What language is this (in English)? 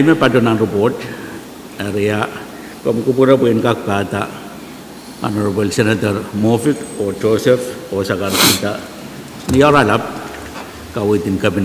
Pohnpeian